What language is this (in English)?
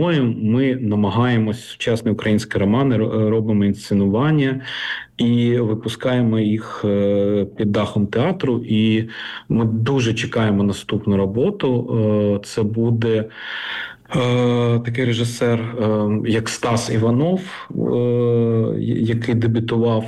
Ukrainian